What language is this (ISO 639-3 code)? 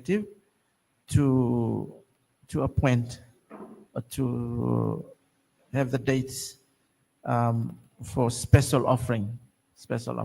gil